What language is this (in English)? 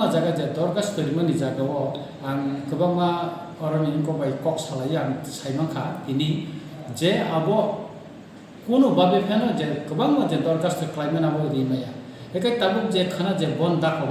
Kok Borok